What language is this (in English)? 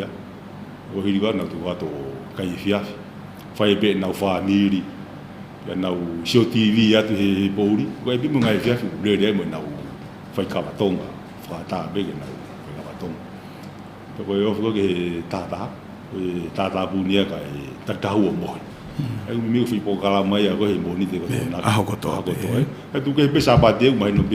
Tongan